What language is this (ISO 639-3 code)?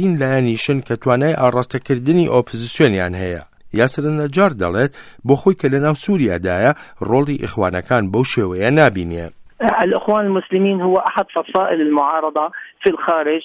ckb